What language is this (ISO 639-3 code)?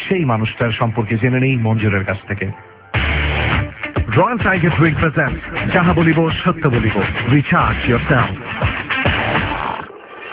ben